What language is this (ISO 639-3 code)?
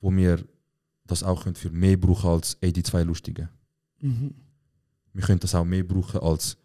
gsw